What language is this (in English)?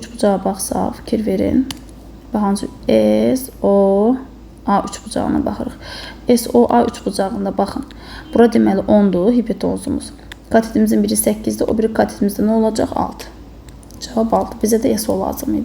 Azerbaijani